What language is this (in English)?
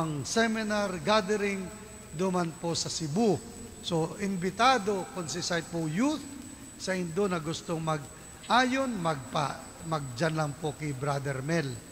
Bikol